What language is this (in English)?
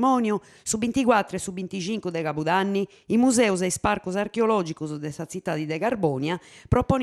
Sardinian